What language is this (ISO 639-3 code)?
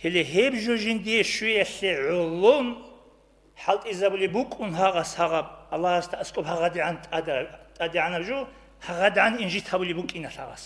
ava